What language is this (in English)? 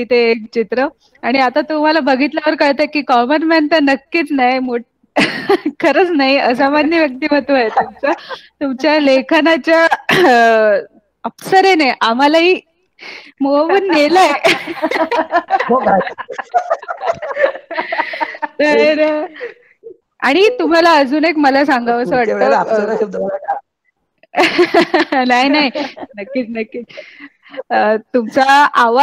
Marathi